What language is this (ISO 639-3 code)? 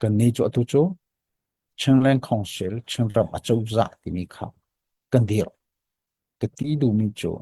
cnh